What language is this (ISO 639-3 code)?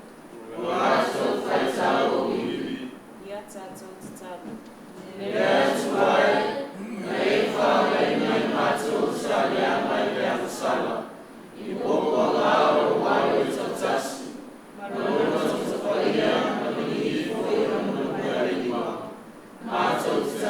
smo